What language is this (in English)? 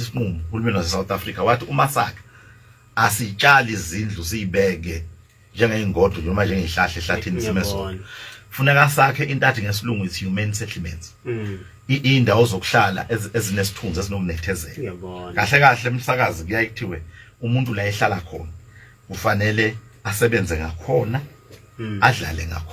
Zulu